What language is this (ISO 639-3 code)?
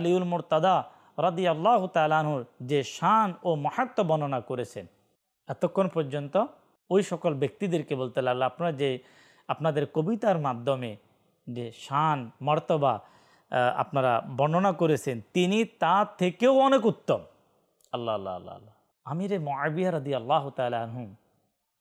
ben